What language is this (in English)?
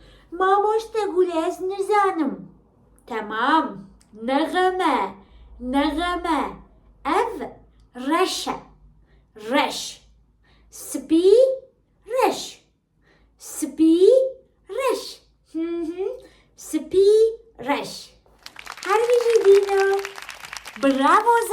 Kurdish